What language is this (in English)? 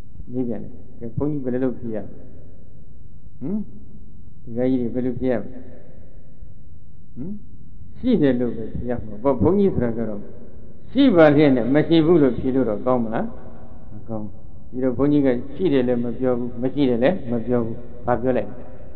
Burmese